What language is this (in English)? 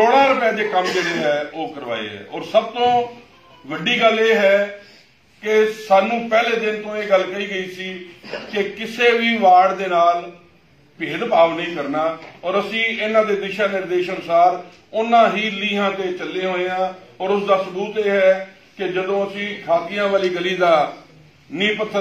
Punjabi